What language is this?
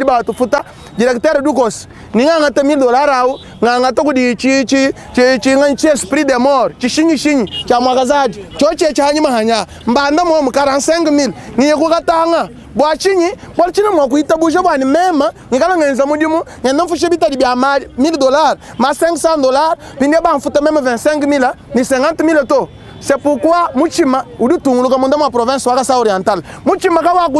Luba-Lulua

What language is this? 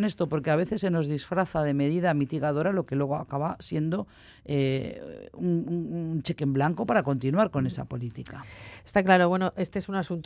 Spanish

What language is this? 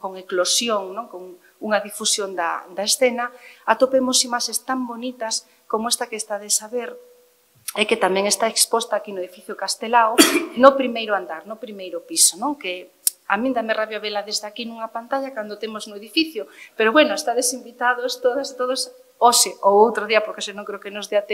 Galician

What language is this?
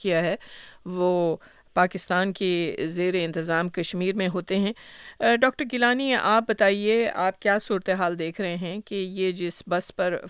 Urdu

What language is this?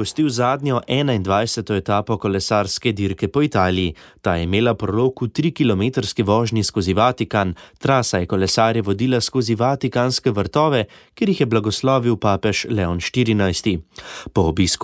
Slovenian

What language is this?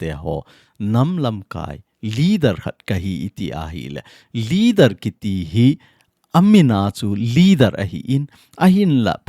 Thado Chin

